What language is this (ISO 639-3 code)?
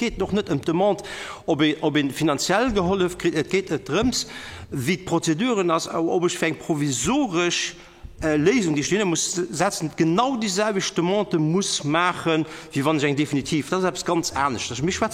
ltz